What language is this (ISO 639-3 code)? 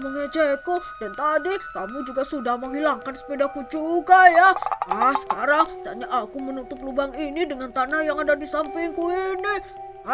ind